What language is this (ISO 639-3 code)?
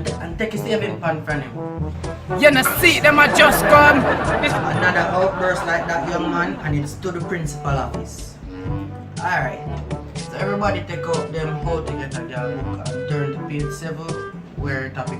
jam